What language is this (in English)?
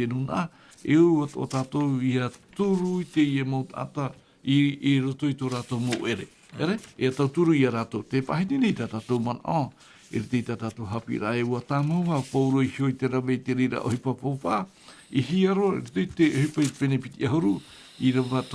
Tahitian